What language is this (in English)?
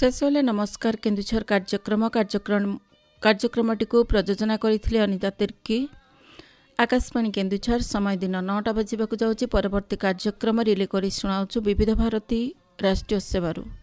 Odia